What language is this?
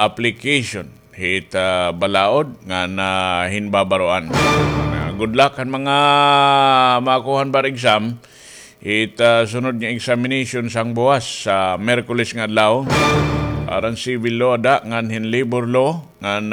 Waray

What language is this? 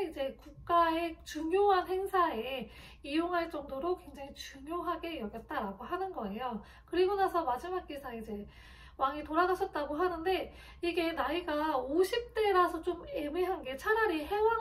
Korean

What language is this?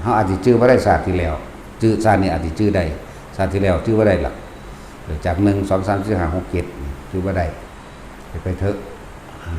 Northeastern Thai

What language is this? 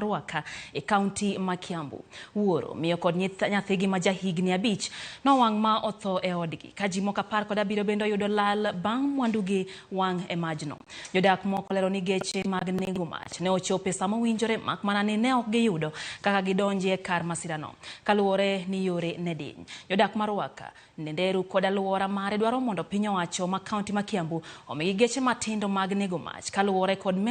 Luo (Kenya and Tanzania)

